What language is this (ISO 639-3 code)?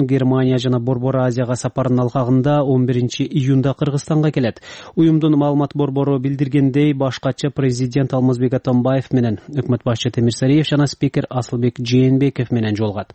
kir